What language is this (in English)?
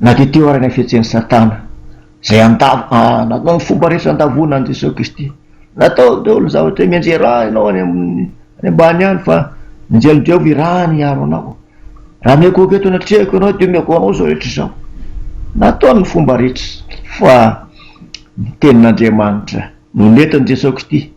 Malagasy